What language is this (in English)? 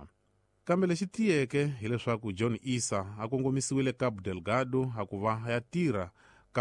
Tsonga